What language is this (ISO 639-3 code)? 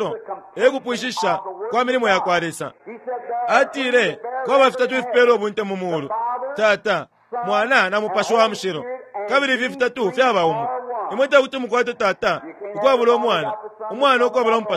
bem